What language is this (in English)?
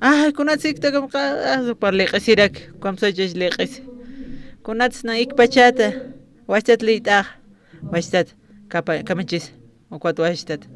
Aymara